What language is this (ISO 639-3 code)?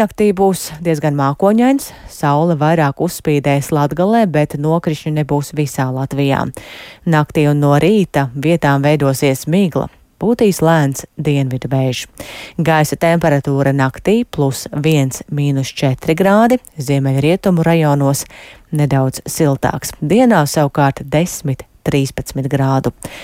lav